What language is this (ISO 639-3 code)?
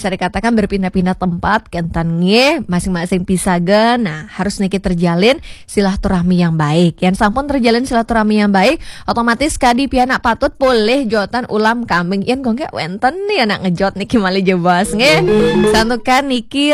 ban